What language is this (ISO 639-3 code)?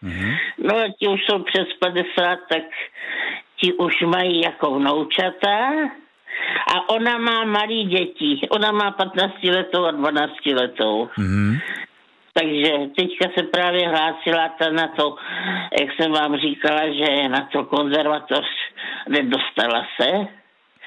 ces